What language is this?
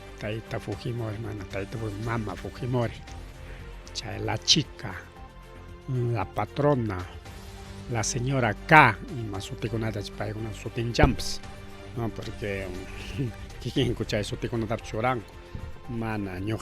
Ayacucho Quechua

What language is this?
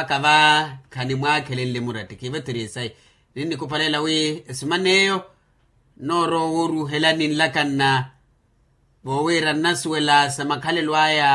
Makhuwa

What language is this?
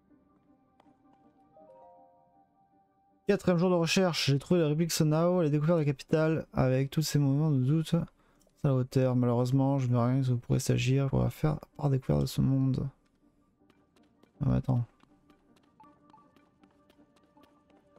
French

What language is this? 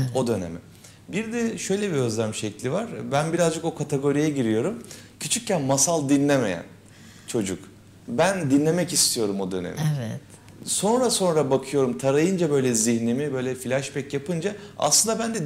Turkish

